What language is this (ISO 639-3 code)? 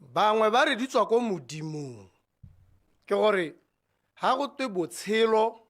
tsn